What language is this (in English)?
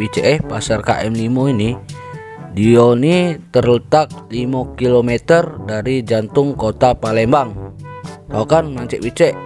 Musi